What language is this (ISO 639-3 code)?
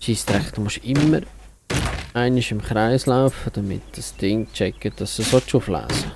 gsw